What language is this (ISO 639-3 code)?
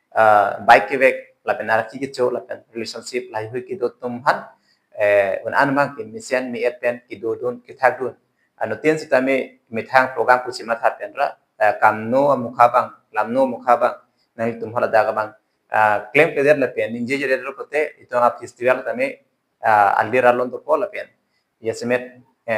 mjw